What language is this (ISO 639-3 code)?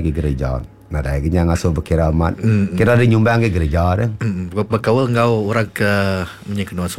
iba